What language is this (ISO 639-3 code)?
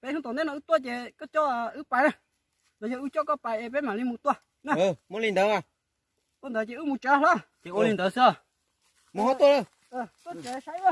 hmn